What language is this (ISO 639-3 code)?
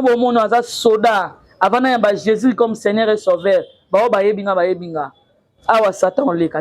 lin